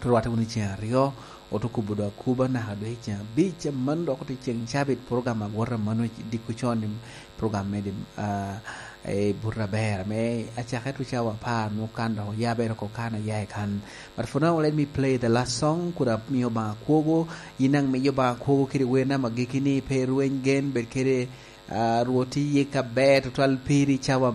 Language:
Lango (Uganda)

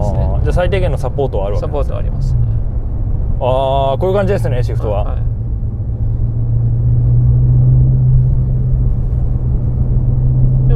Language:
Japanese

